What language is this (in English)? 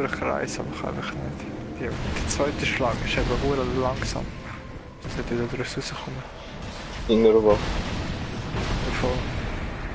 Swiss German